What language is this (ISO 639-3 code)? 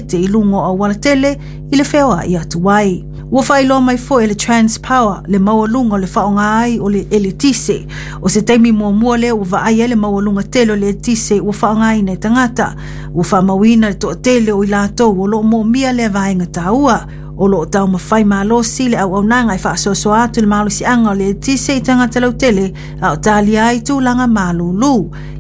smo